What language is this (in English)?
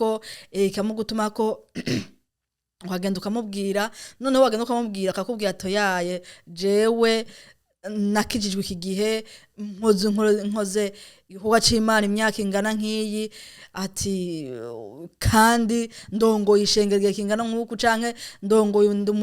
Rundi